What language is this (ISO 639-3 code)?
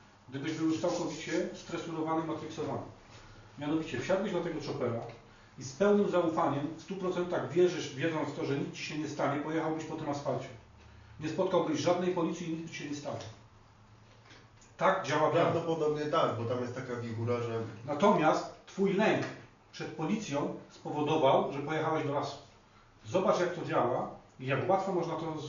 pol